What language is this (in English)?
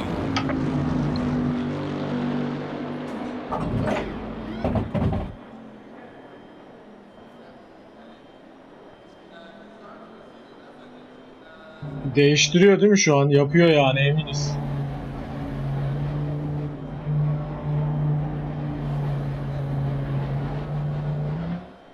Turkish